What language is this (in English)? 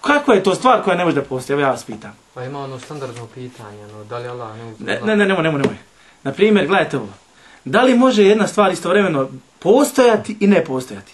Bosnian